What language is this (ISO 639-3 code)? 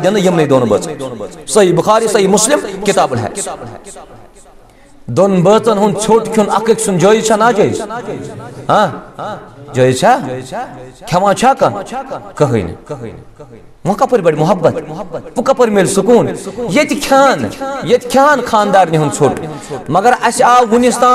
kas